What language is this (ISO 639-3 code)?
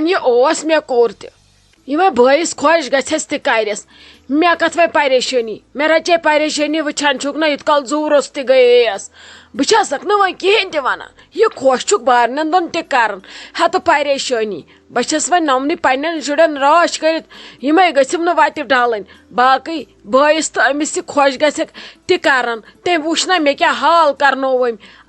kas